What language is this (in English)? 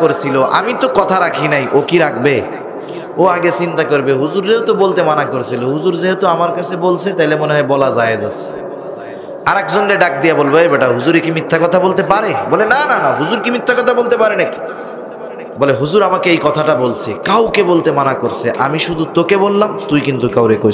Bangla